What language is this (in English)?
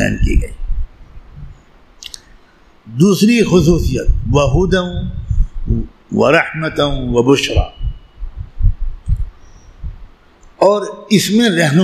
Urdu